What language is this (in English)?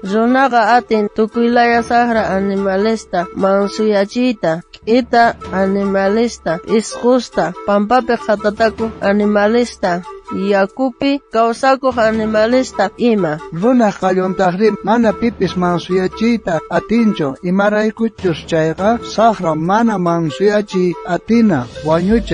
South Bolivian Quechua